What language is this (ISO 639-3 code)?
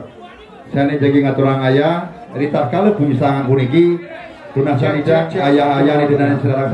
ban